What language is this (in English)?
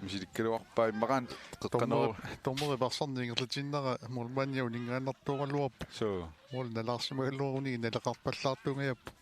Kalaallisut